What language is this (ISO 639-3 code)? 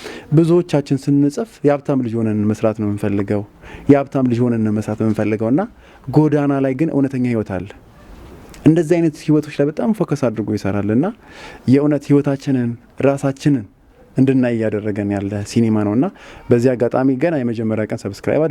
amh